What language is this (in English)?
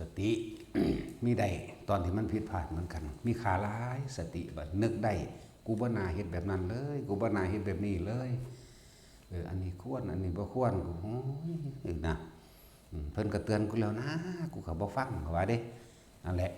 Northeastern Thai